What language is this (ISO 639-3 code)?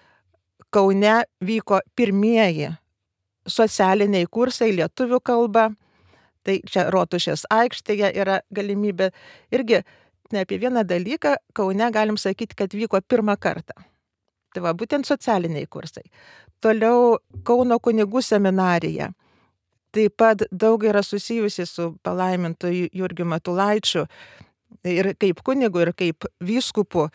lit